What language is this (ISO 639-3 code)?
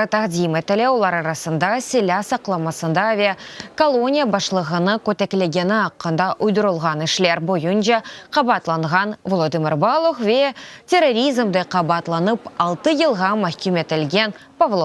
crh